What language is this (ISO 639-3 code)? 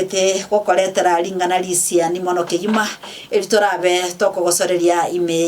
guz